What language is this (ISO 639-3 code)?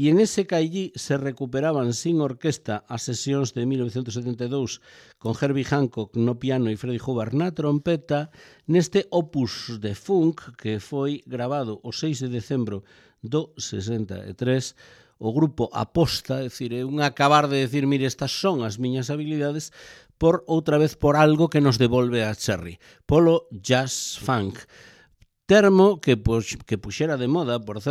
glg